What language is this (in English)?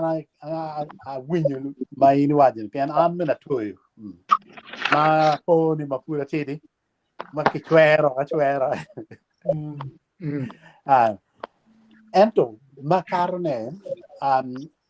Acoli